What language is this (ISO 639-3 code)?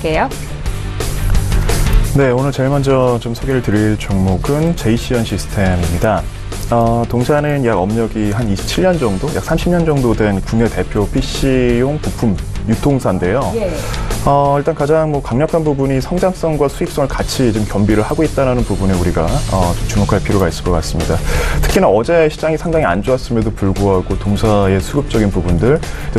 kor